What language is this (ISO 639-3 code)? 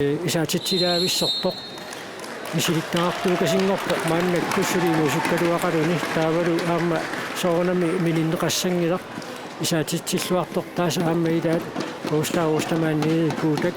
kal